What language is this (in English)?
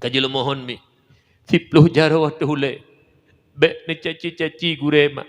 Achinese